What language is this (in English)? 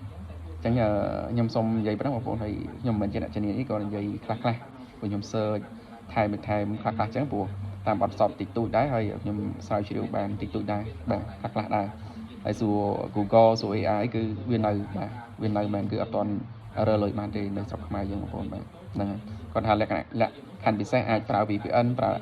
Khmer